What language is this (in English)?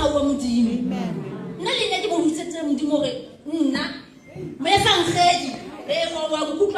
Southern Sotho